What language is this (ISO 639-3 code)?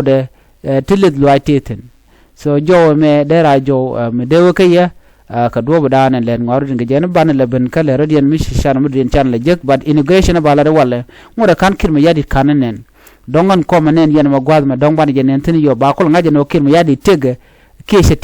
nus